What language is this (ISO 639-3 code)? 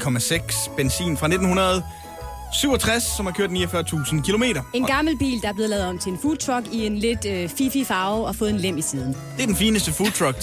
dan